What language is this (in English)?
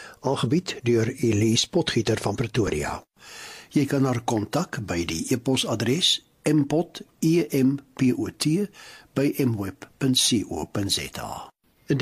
Afrikaans